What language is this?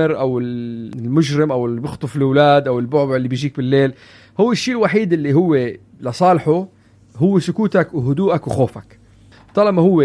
North Levantine Arabic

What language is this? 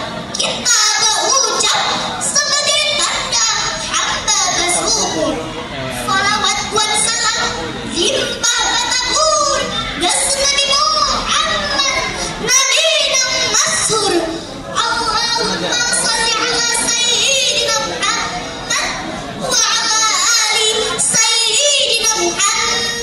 Banjar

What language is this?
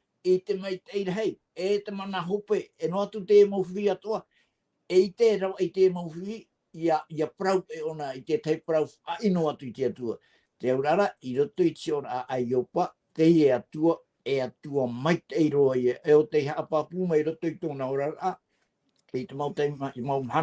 Tahitian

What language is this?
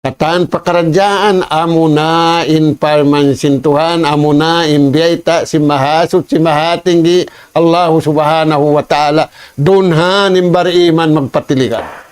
Tausug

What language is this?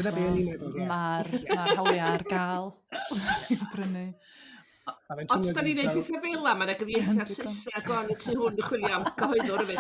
Welsh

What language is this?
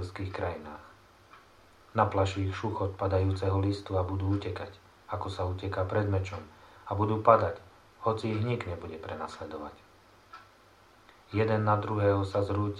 Slovak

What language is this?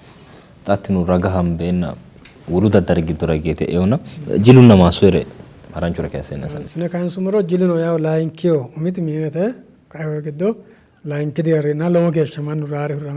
Sidamo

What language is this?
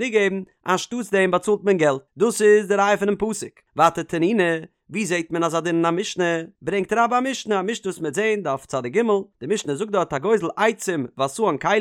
Yiddish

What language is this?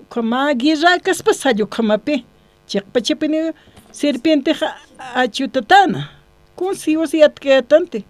Aymara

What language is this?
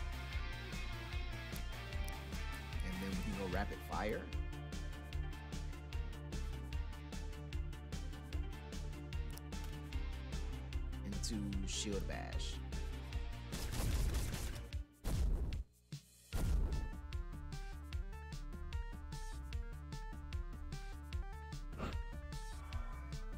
English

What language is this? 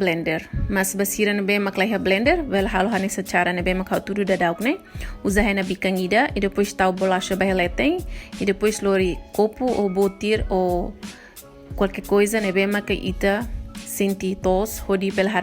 Tetum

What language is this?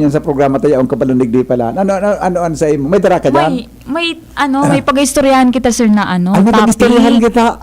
Bikol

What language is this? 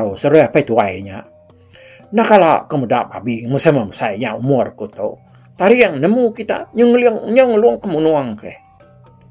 Iban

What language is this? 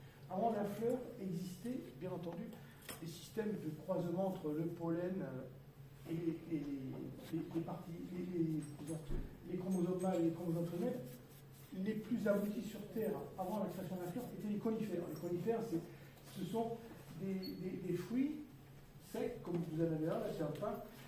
French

